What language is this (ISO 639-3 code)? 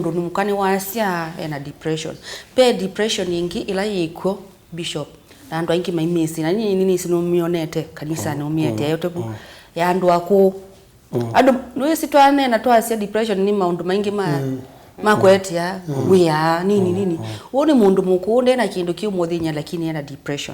kam